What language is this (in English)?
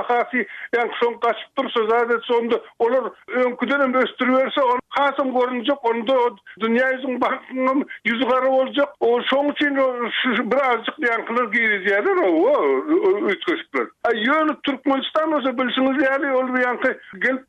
Turkmen